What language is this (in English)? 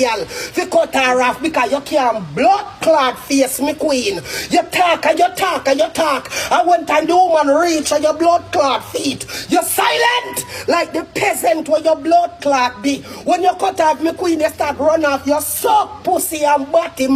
Jamaican Creole English